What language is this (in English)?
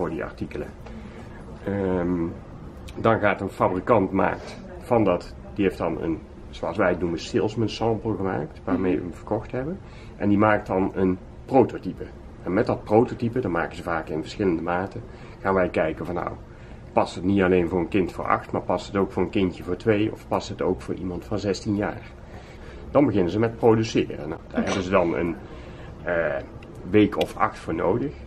Dutch